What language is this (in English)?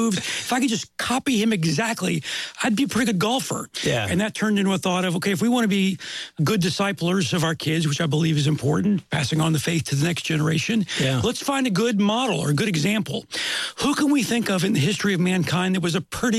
English